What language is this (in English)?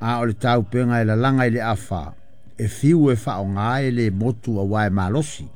Samoan